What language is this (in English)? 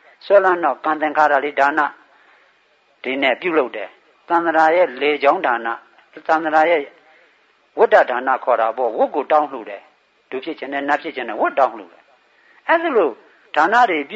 Burmese